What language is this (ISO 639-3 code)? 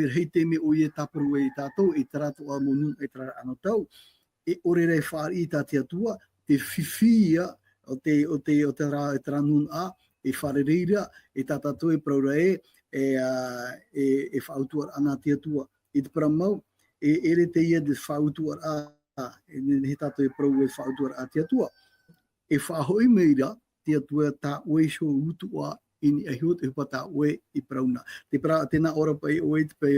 tah